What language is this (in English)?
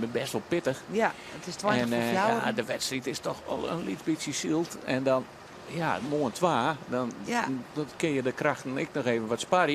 Western Frisian